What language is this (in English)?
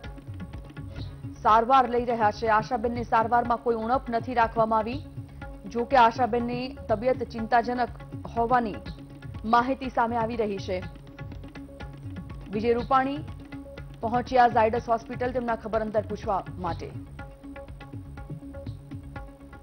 Gujarati